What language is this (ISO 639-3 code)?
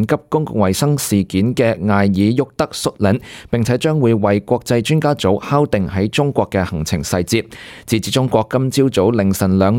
yue